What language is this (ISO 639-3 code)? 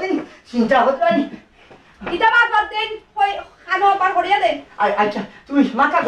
syl